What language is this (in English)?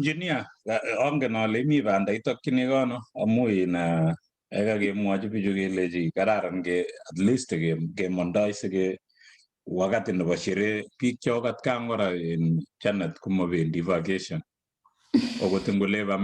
Kalenjin